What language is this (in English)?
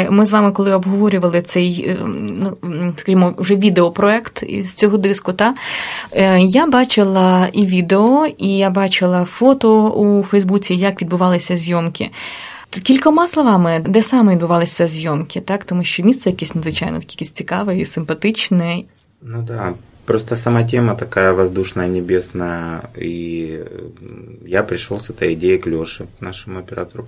Ukrainian